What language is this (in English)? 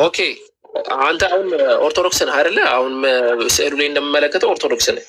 Amharic